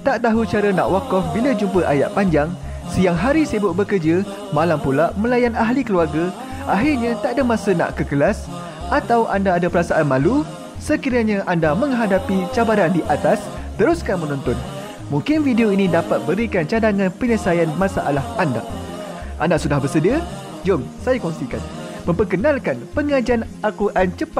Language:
Malay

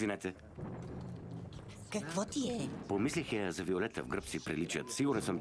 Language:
Bulgarian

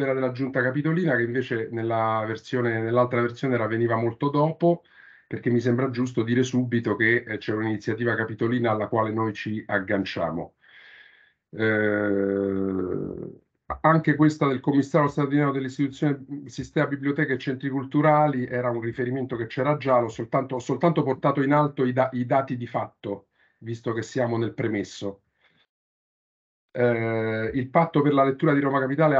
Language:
Italian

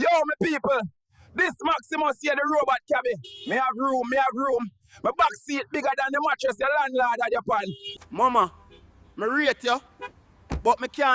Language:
Jamaican Creole English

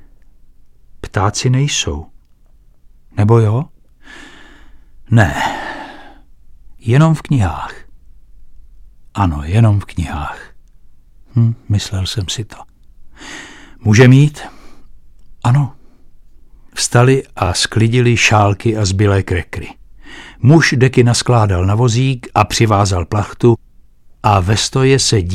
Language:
Czech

